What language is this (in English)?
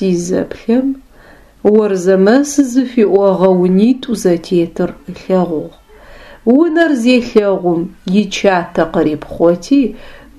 Adyghe